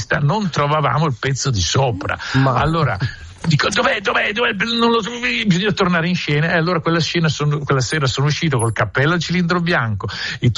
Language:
Italian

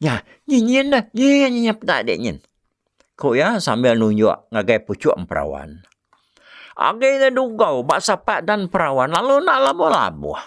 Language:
Iban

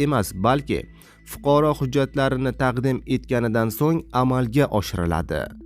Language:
Uzbek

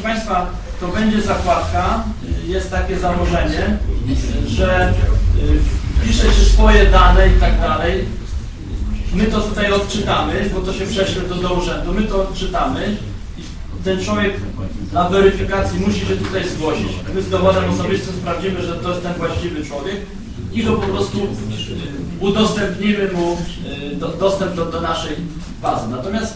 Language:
Polish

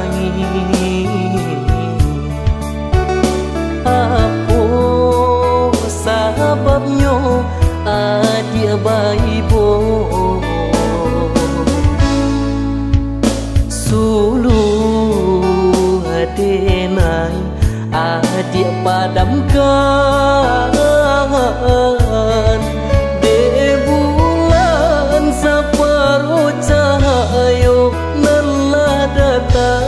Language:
Minangkabau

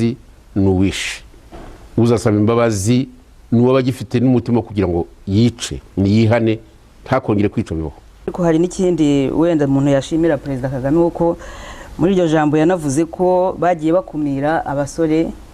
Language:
Kinyarwanda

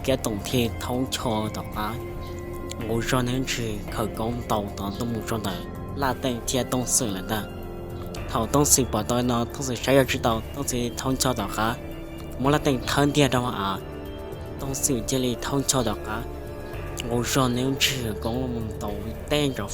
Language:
Hmong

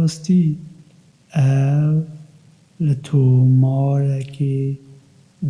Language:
Kurdish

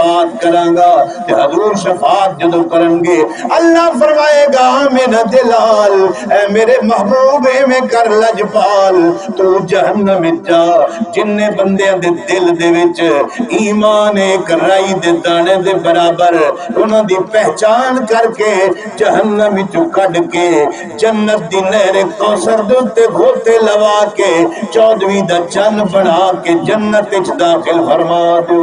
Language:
Saraiki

